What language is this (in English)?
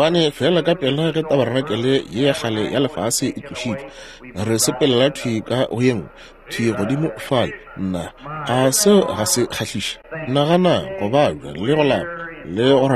Northern Sotho